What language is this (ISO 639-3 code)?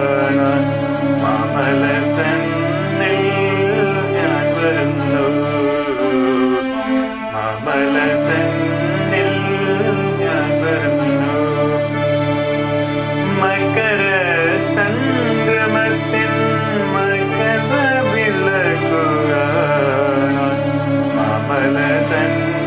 mal